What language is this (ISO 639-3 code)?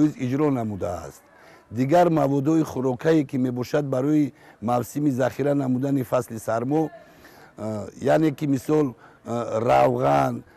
tgk